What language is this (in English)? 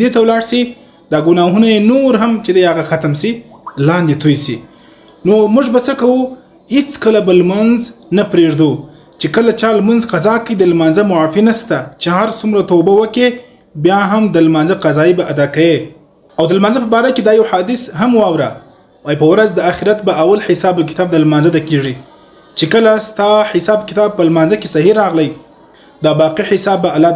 Pashto